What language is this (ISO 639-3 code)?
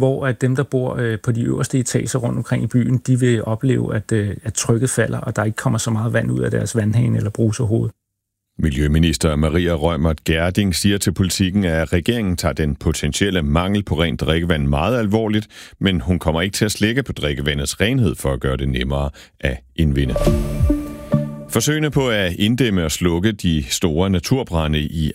dan